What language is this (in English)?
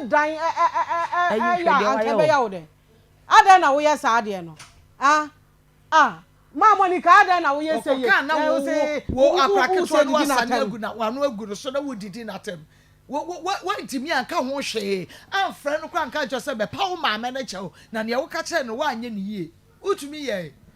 Akan